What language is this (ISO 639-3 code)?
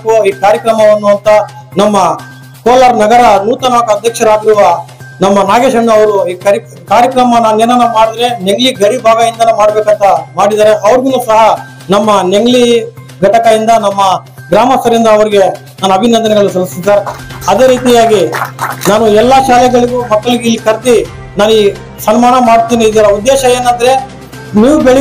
kan